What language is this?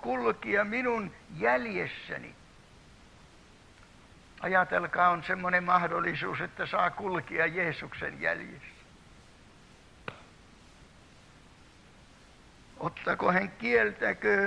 Finnish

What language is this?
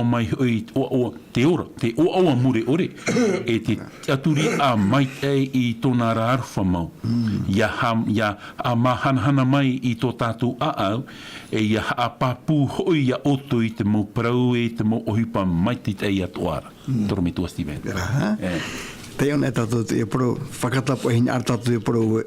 Tahitian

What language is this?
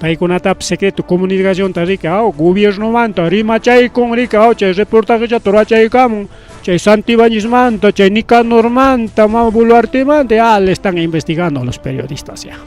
Ayacucho Quechua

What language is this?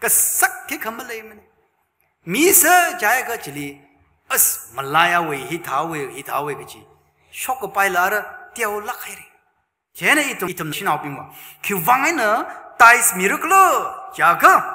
Tangkhul Naga (India)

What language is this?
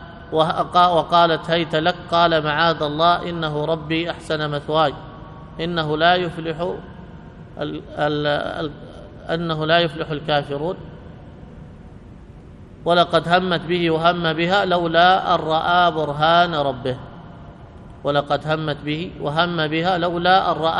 Arabic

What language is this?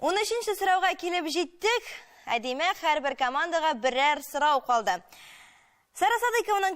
Tatar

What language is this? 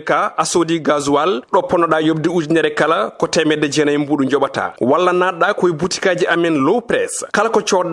Fula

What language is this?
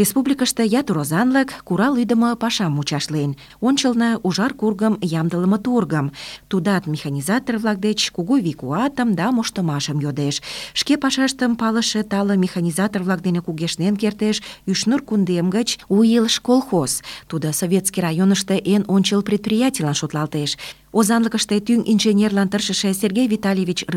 Mari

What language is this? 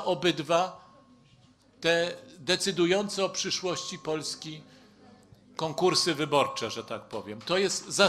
Polish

